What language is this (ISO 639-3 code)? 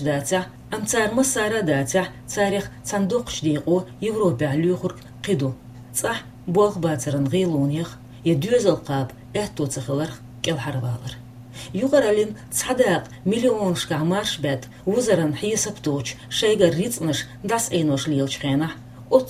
che